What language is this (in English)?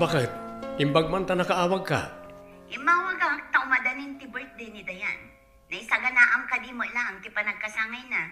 Iloko